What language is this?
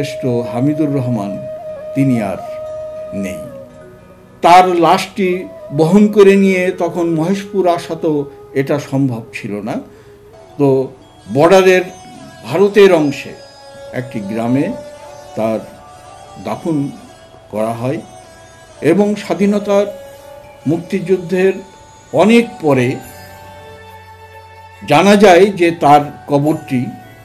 Bangla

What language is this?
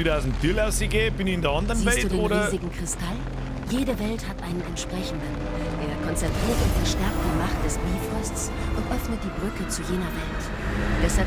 Bavarian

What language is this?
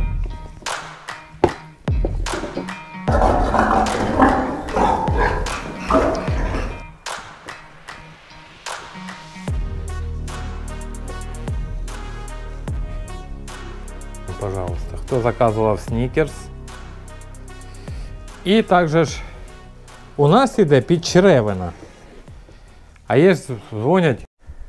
Ukrainian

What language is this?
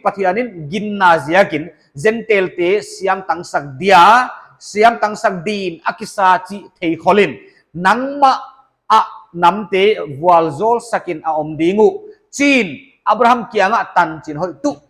Paite Chin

